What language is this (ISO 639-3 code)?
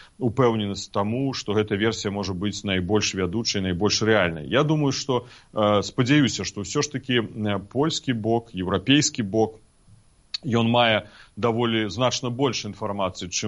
bel